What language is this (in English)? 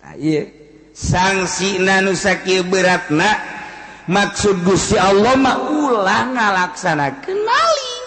Sundanese